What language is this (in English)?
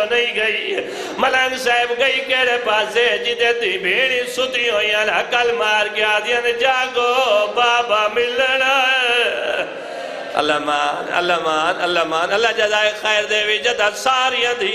Saraiki